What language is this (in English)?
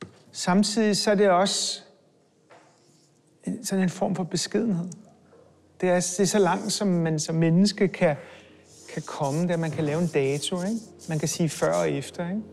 Danish